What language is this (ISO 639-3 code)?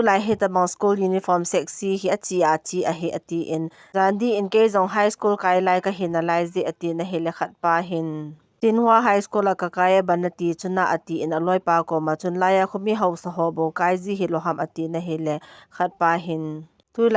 tcz